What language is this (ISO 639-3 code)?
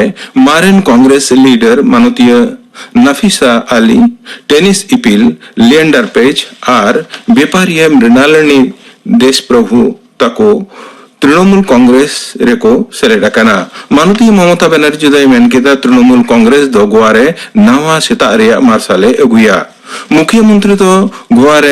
sat